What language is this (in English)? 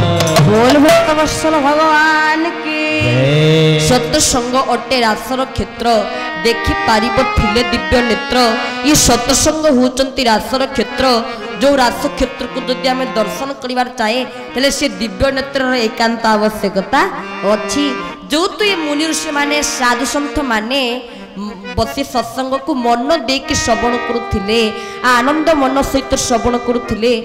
Odia